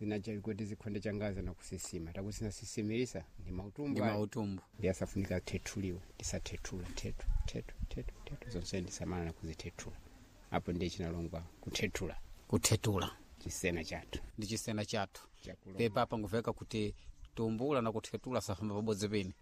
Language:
Sena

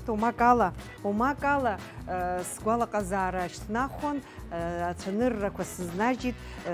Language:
Abkhazian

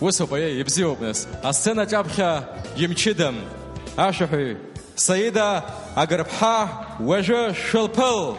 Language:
Abkhazian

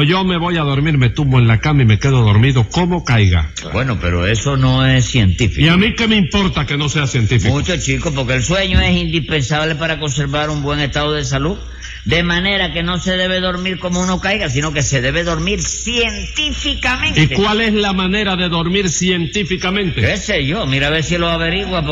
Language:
Spanish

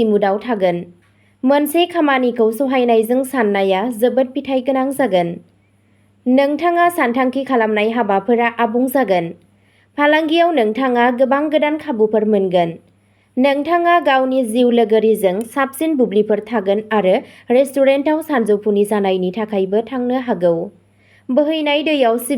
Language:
Bodo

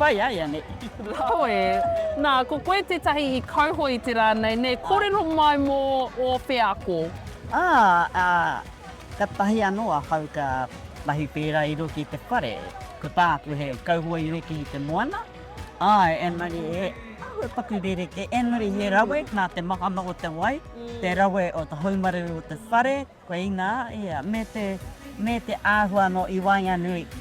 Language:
Māori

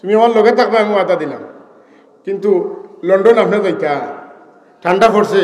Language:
Sylheti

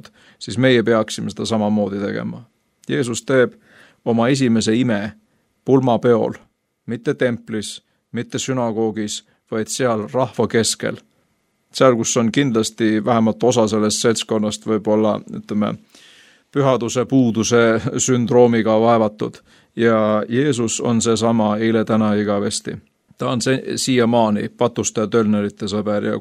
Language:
Estonian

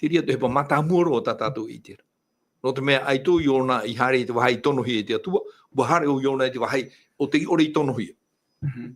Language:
Tahitian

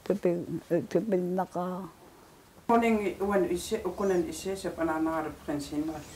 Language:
Kalaallisut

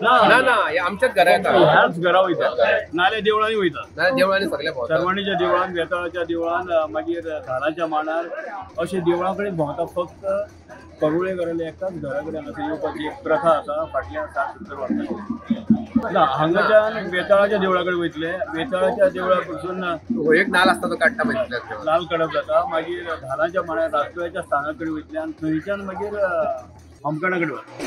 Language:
Konkani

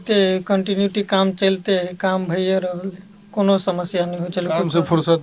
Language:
Maithili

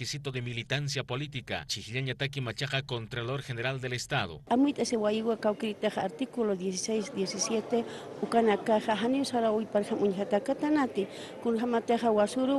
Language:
Aymara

